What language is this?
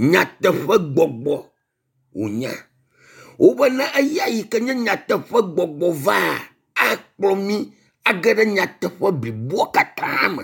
Ewe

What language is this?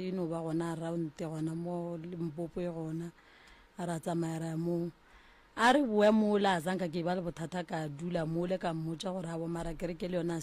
Northern Sotho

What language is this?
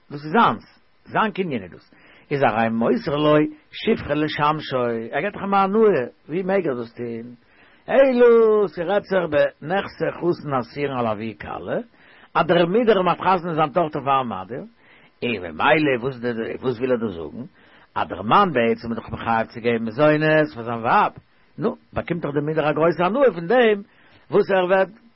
Yiddish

